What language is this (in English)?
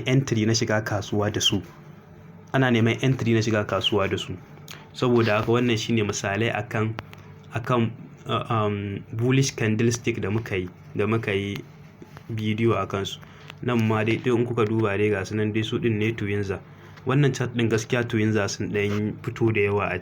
Hausa